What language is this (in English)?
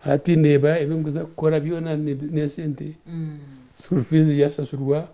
Nyankole